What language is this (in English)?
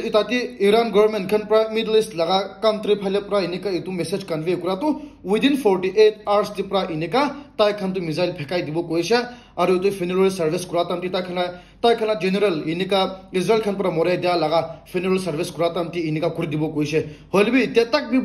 Naga Pidgin